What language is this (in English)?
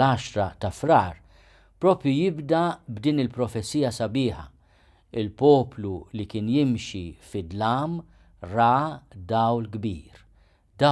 Maltese